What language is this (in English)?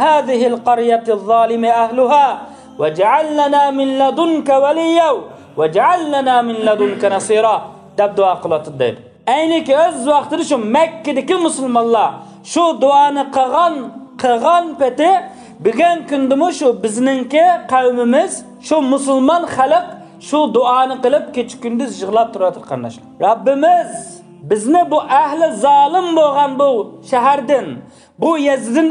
Uyghur